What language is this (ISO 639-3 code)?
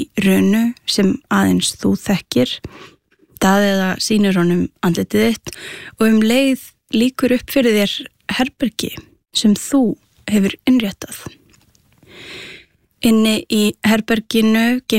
isl